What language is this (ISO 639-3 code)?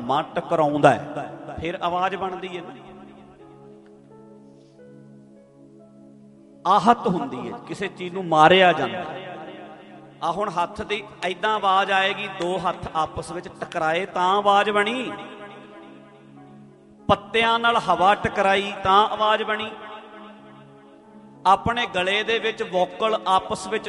pan